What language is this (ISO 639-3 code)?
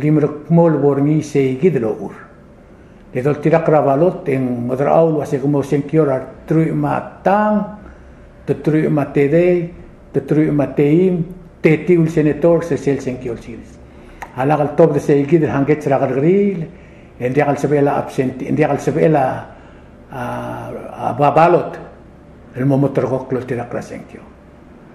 pau